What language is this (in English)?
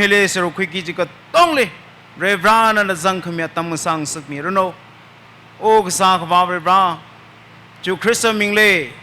Tangkhul Naga (India)